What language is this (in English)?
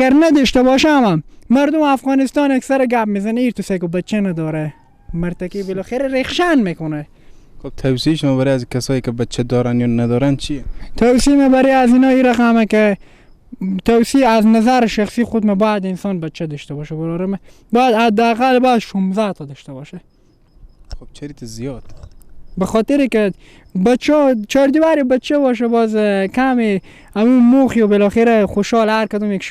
Persian